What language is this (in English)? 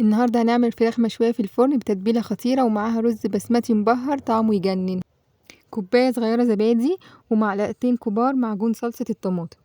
Egyptian Arabic